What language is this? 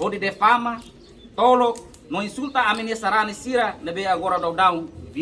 Tetum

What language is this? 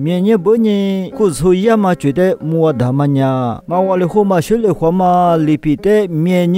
Lisu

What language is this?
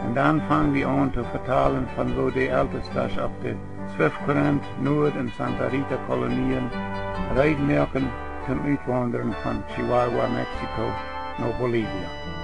Plautdietsch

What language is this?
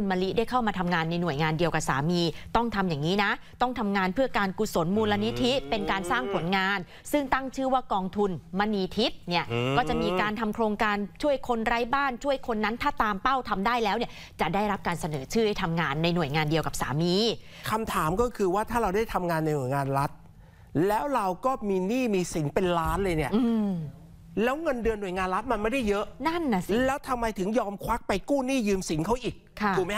Thai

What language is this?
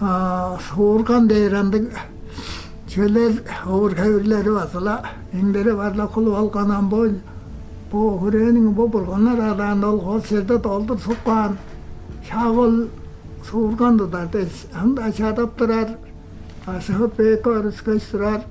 Tuvinian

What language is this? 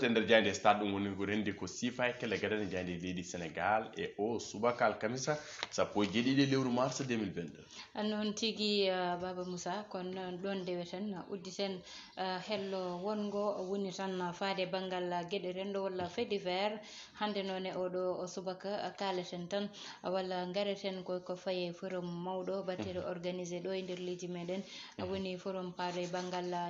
Fula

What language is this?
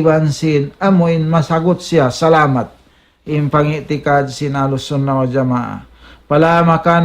Tausug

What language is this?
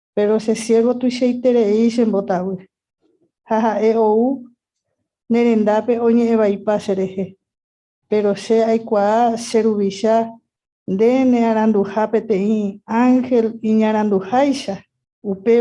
Guarani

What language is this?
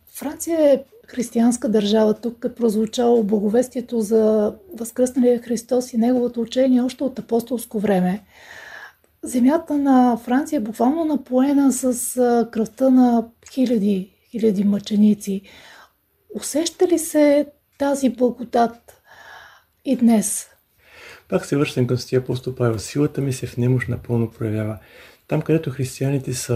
Bulgarian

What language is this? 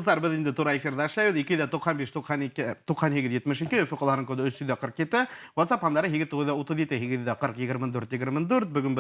Bashkir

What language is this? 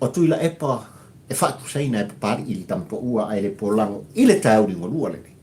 Samoan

